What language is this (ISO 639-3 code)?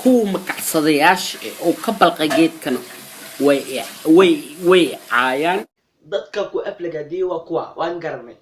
som